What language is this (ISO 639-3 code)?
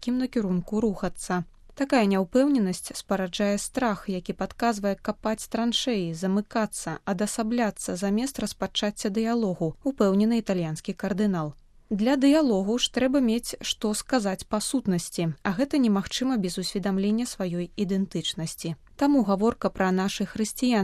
bel